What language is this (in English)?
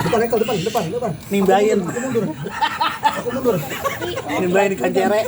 Betawi